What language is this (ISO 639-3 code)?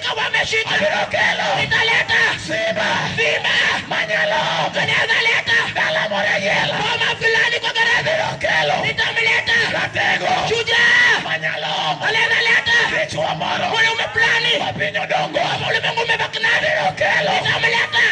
luo